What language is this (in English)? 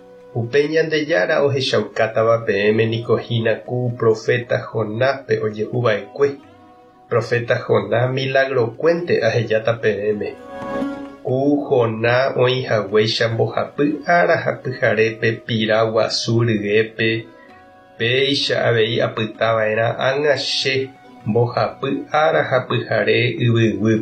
Guarani